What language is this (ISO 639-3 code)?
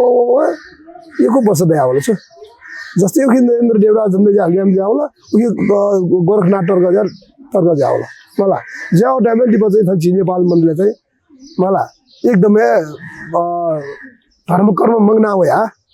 new